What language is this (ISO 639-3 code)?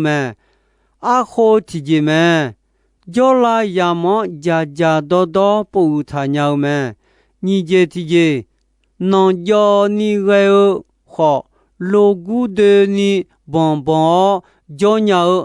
ahk